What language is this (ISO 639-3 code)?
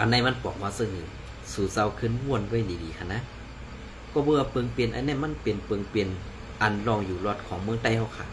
shn